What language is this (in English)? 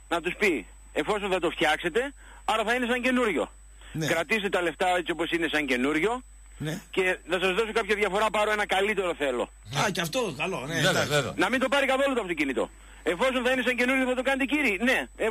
Greek